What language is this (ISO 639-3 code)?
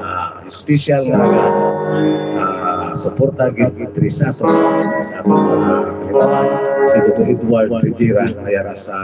hil